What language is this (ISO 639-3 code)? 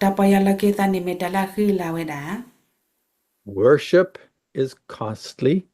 ksw